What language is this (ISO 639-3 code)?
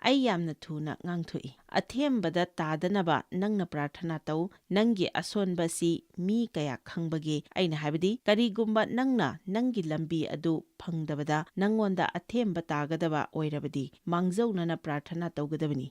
mni